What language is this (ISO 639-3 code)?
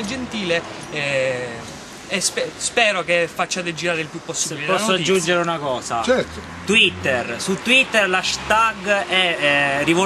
ita